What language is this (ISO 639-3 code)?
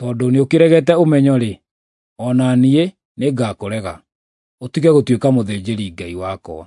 kik